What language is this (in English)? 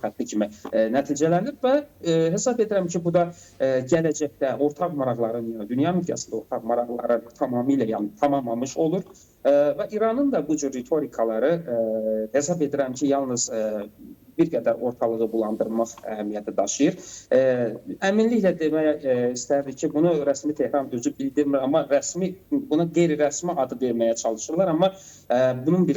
Azerbaijani